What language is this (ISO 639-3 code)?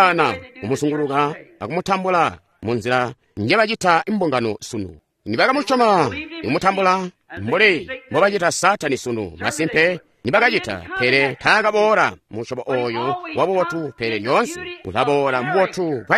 toi